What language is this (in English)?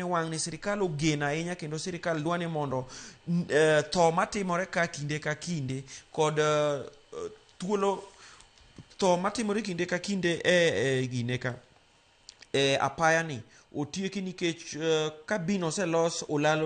Luo (Kenya and Tanzania)